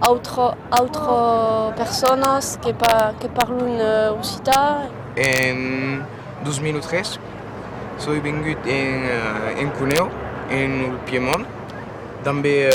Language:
Occitan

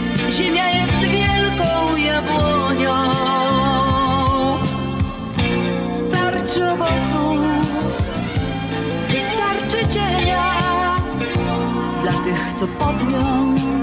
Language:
Polish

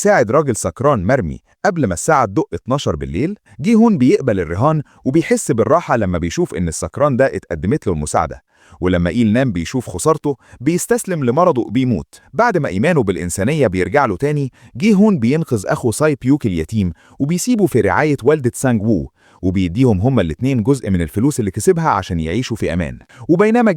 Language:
Egyptian Arabic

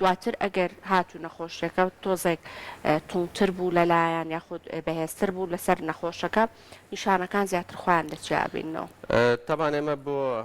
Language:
Central Kurdish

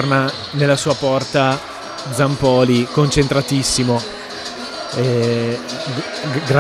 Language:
Italian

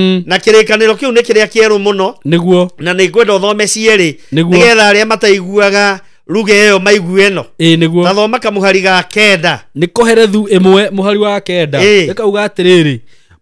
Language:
Kikuyu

